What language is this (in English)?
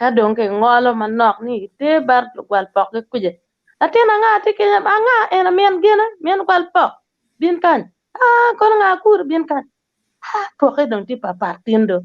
Acoli